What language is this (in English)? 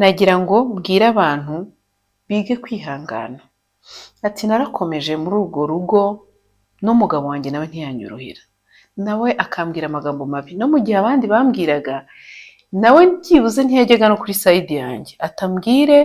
Kinyarwanda